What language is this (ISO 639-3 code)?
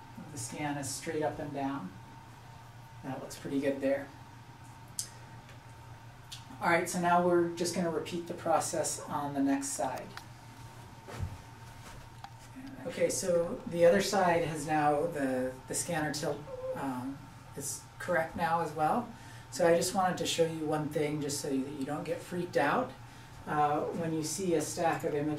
eng